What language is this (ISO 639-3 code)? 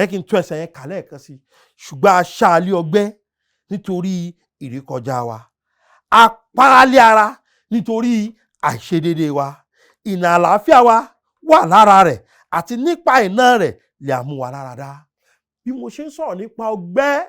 yor